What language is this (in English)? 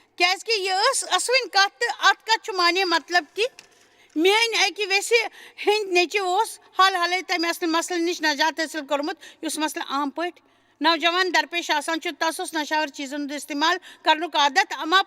Kashmiri